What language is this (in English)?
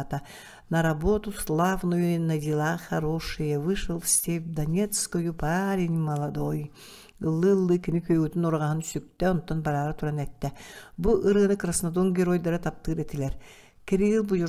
Yakut